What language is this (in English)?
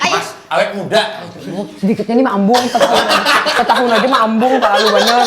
Banjar